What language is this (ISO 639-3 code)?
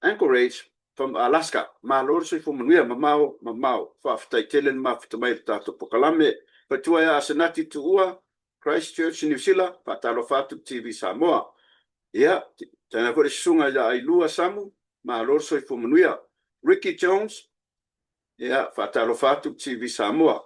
smo